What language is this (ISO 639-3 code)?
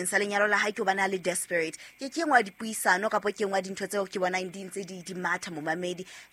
sot